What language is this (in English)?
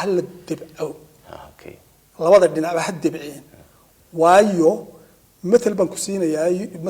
Somali